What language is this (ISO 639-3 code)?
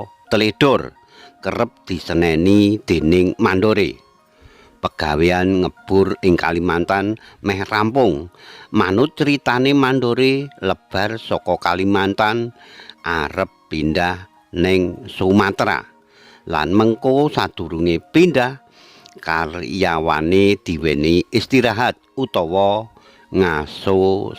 jav